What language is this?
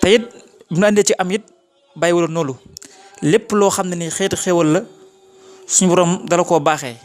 Wolof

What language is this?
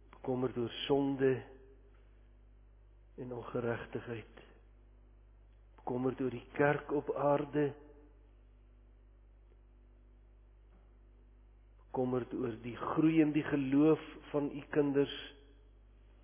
Afrikaans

